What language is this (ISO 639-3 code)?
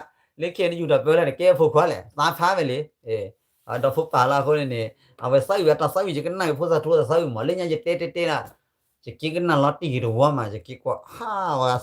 ksw